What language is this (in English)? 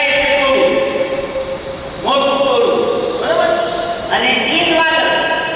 Gujarati